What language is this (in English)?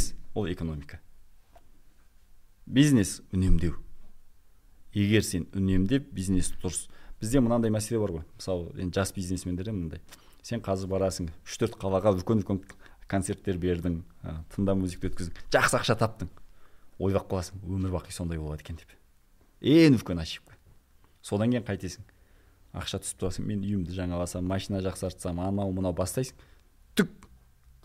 Kazakh